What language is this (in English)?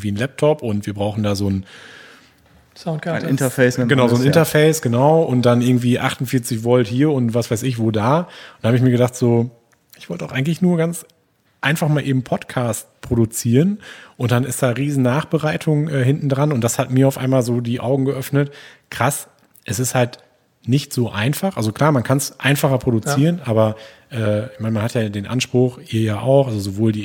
German